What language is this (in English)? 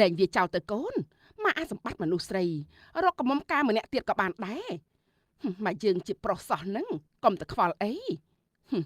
Khmer